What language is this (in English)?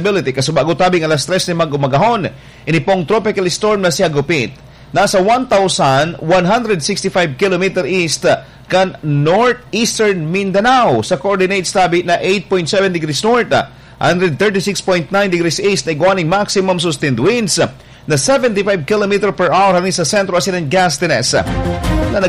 Bikol